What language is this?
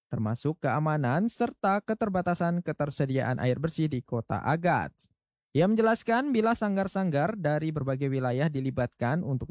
Indonesian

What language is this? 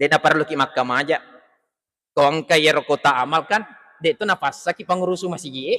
Buginese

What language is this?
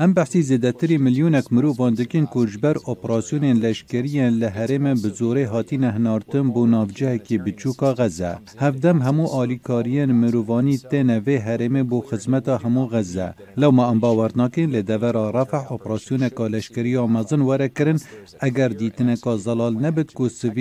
Kurdish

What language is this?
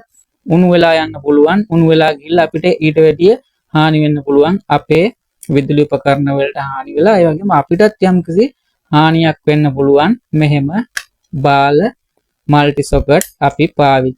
Sinhala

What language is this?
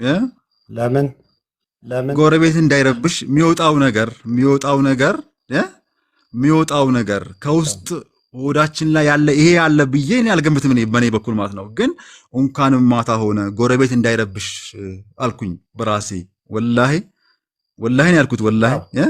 Amharic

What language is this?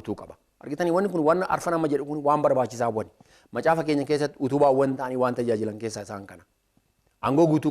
Oromo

